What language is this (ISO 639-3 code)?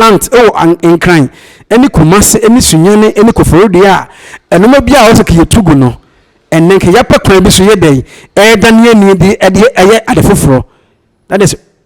aka